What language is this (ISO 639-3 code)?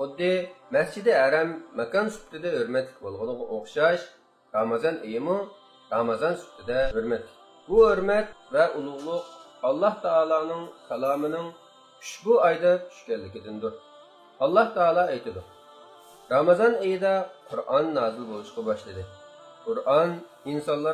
uig